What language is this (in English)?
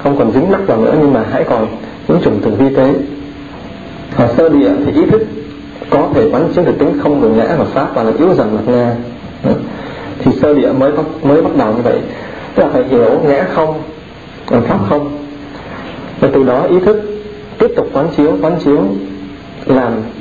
Vietnamese